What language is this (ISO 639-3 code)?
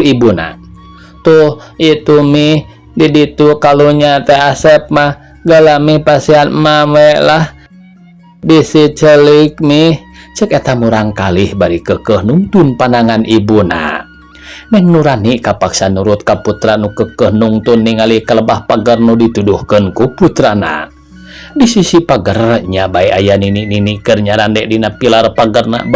sun